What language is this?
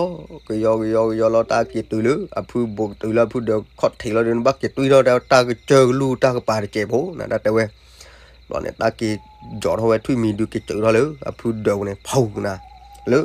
S'gaw Karen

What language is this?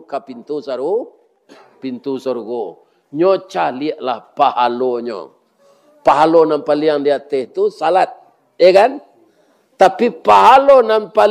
Minangkabau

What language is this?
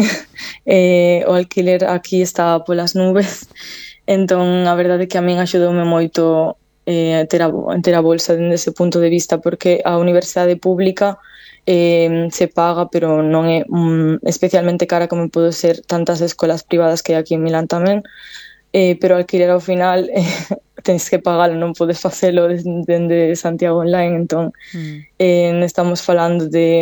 Galician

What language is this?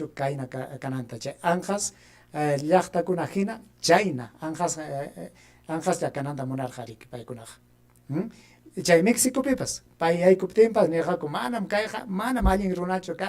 Ayacucho Quechua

